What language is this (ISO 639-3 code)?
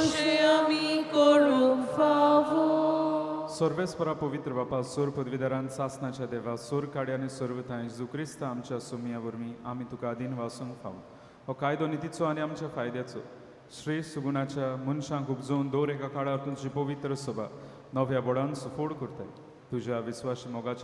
kok